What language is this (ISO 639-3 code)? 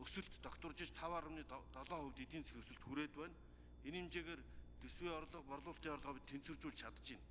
mon